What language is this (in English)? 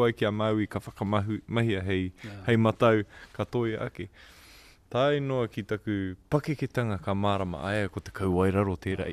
Māori